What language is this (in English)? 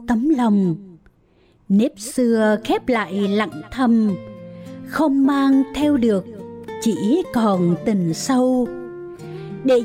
Vietnamese